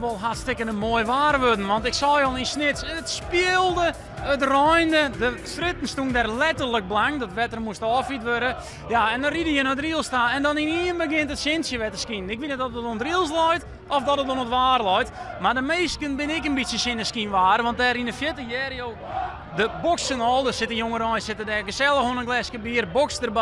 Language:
Western Frisian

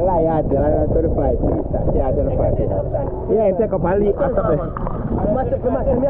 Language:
Jamaican Creole English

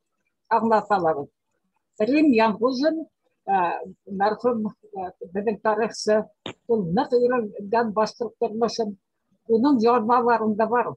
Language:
Bashkir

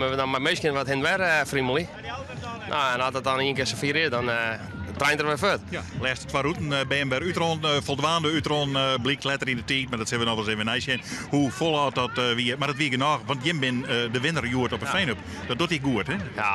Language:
Western Frisian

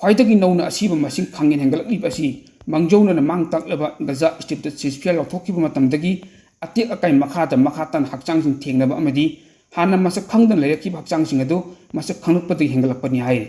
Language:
Manipuri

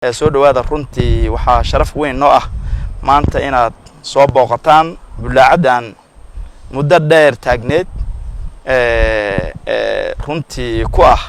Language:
Somali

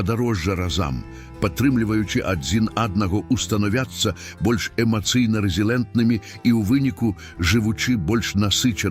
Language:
Belarusian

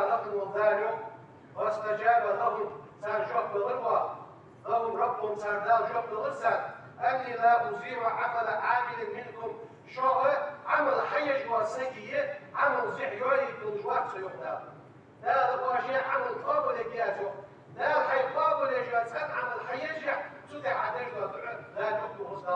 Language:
Ingush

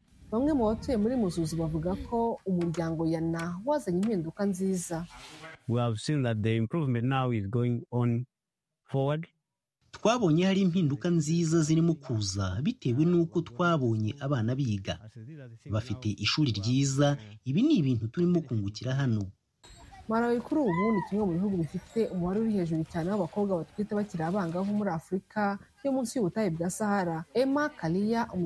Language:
Kinyarwanda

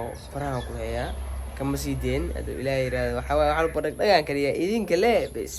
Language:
Somali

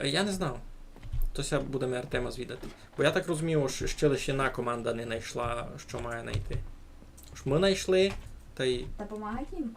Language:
Rusyn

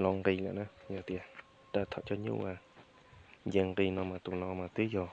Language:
Hmong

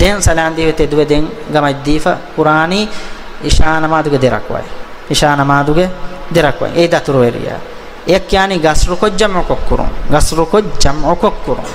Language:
Divehi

